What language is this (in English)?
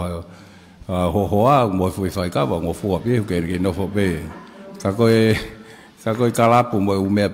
Tongan